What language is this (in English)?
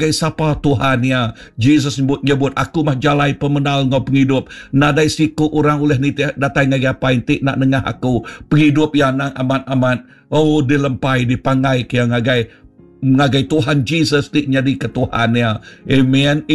Iban